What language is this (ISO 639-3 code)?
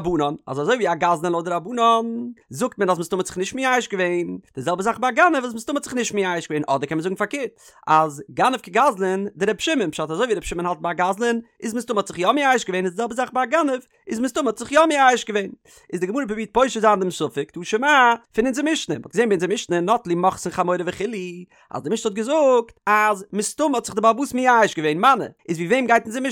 yid